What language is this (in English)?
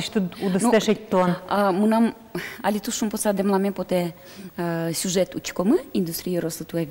Udmurt